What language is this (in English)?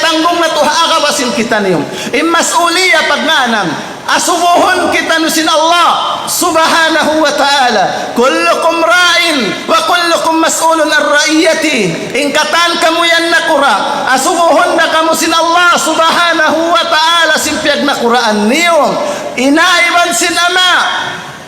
Tausug